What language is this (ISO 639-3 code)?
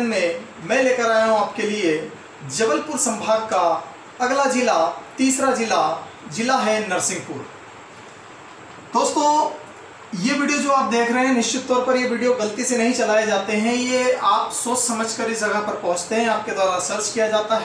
hin